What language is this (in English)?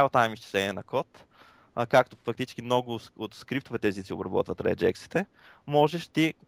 Bulgarian